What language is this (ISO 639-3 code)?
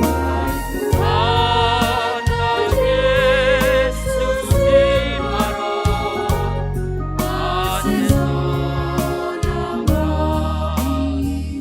bts